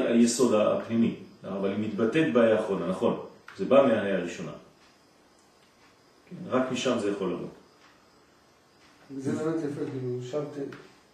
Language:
Hebrew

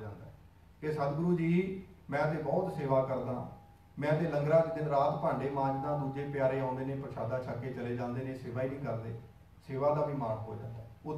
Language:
Punjabi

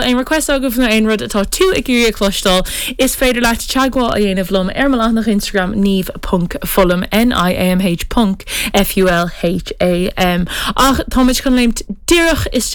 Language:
Irish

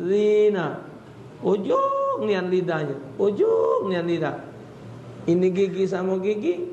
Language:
Musi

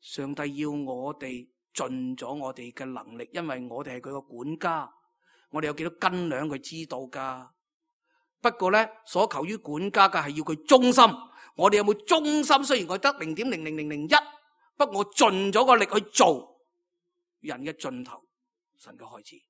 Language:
Cantonese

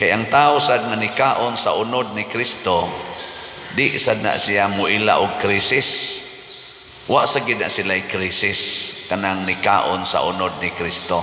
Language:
Cebuano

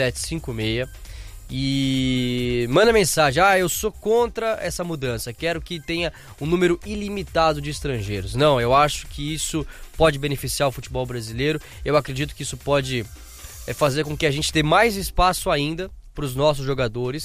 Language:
Portuguese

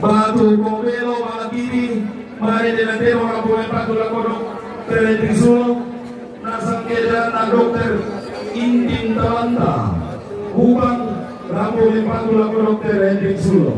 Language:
Toraja-Sa'dan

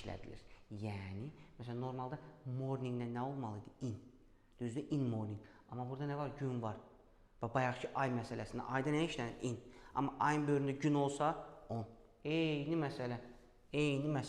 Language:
Azerbaijani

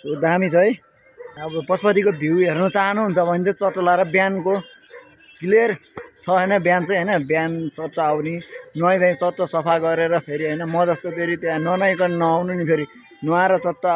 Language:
Nepali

